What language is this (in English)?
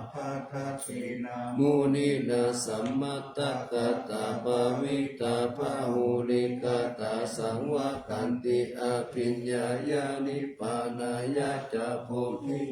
Pali